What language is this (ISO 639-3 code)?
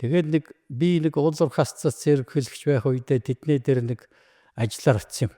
mon